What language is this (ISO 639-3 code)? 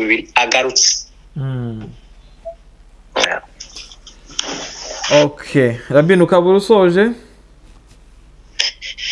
kin